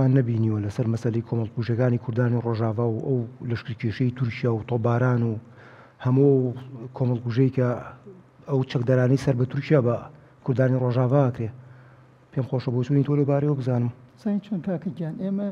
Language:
Central Kurdish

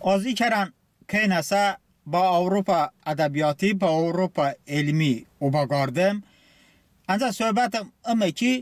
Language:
Talysh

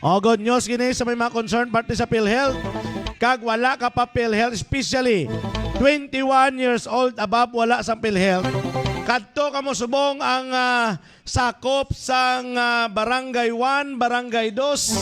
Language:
Hiligaynon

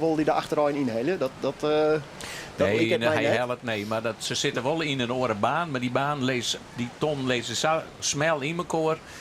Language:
Western Frisian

